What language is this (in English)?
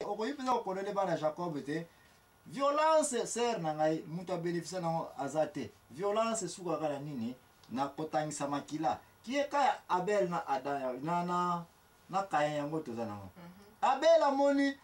Lingala